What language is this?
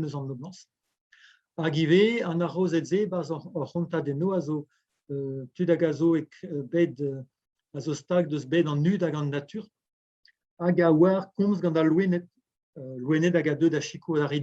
Breton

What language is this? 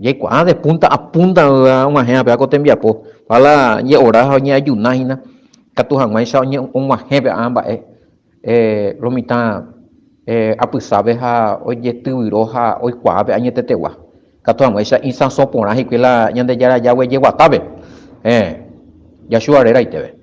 Guarani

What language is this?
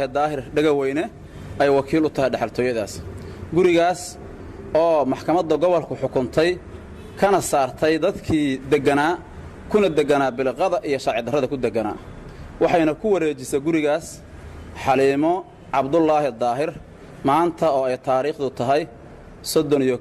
Somali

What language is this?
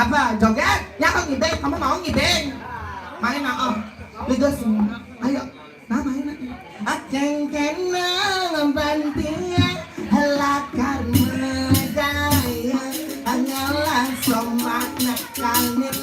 Balinese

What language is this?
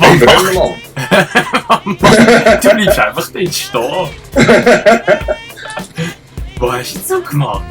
Swiss German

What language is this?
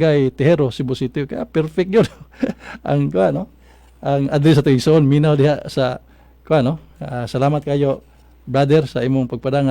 Cebuano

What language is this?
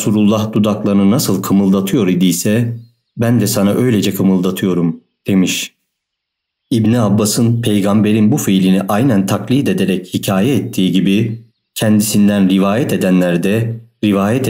Turkish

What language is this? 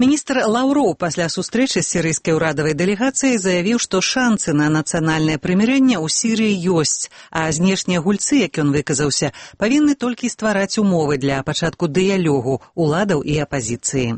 Belarusian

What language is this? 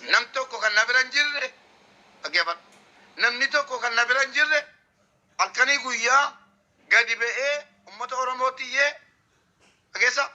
Oromo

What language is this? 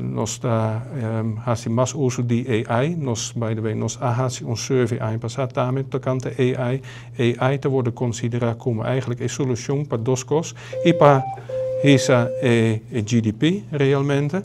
Papiamento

